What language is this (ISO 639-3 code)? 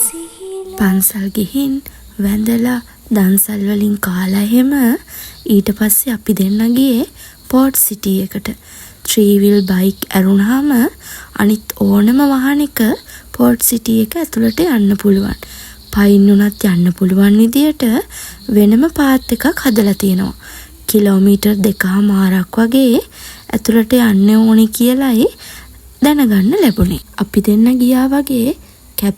sin